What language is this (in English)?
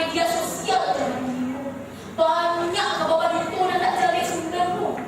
Minangkabau